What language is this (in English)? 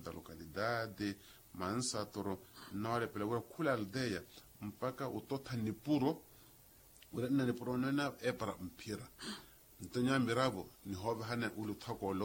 Makhuwa